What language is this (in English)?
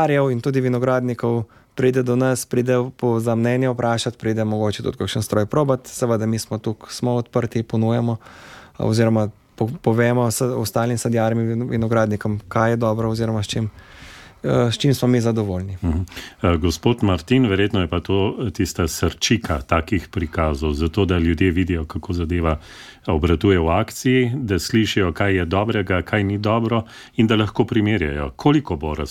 Slovenian